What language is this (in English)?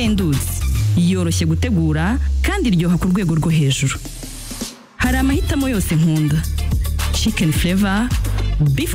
Kinyarwanda